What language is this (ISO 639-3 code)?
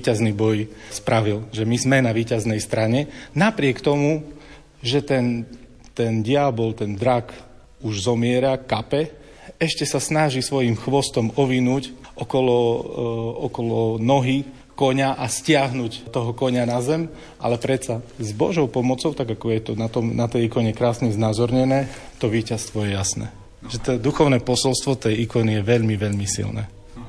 slk